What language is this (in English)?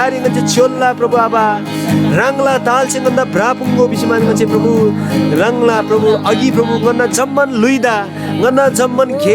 Eastern Tamang